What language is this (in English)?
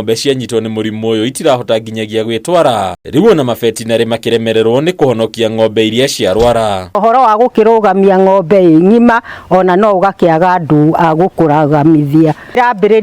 Kikuyu